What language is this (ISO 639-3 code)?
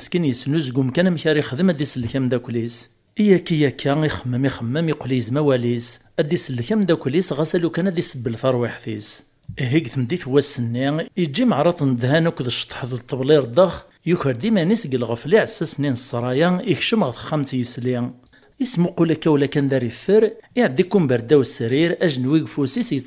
kab